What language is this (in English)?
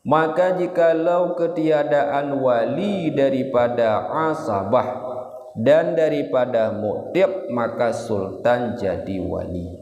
Achinese